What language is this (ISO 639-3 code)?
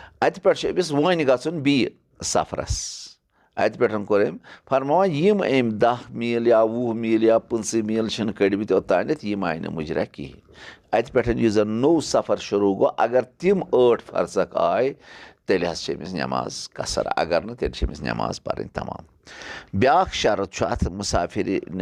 kas